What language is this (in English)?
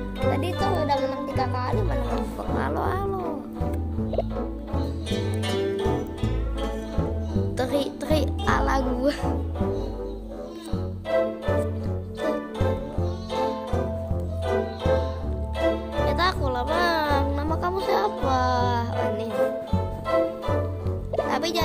Indonesian